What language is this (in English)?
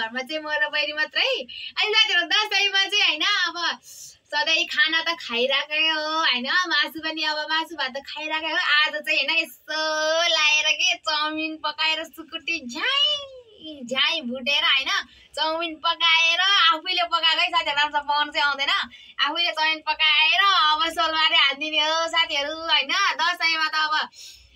Nepali